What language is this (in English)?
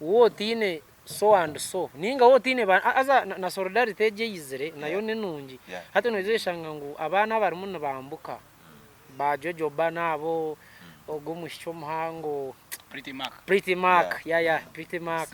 Nyankole